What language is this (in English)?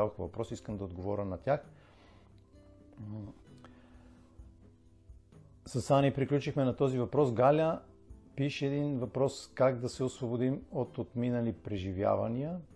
Bulgarian